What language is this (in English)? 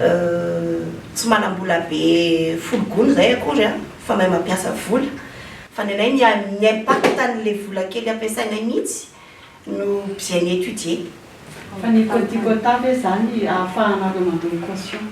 Malagasy